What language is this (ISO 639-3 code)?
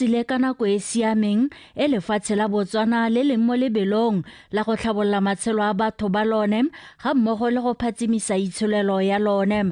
tsn